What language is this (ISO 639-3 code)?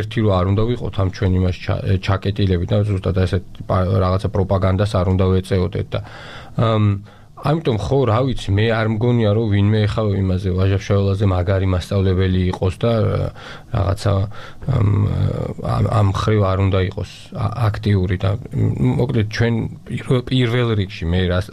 kat